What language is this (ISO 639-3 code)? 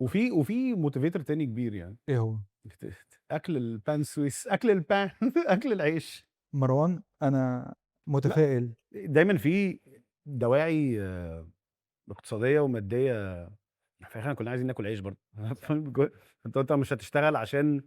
arz